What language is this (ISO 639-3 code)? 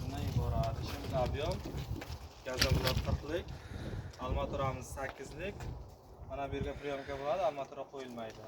uzb